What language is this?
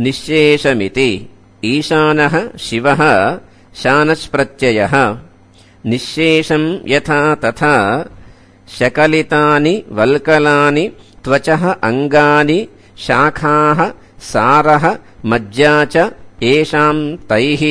Sanskrit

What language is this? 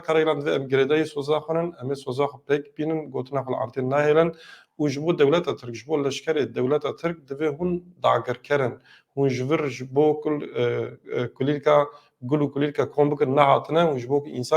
Kurdish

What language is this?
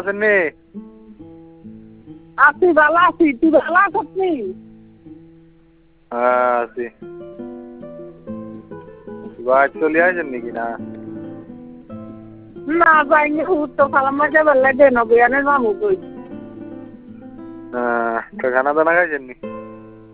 Bangla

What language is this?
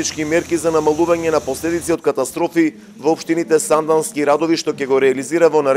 Macedonian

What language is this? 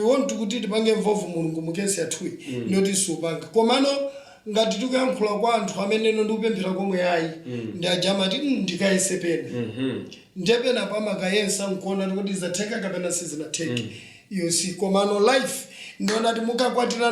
Nyanja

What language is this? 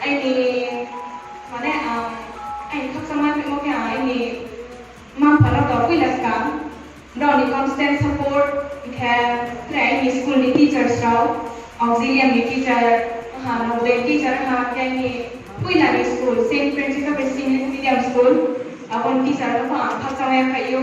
Riang (India)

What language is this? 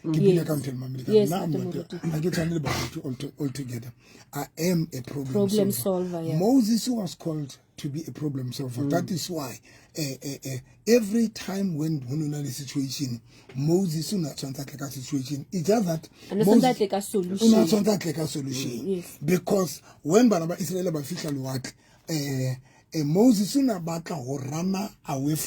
Southern Sotho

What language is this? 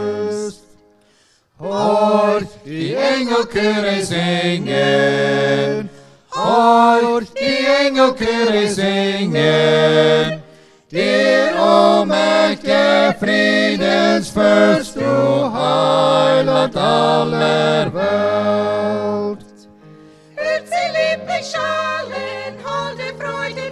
Plautdietsch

